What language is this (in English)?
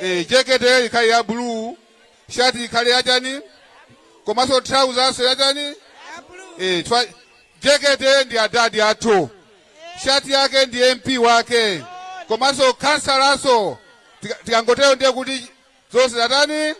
Nyanja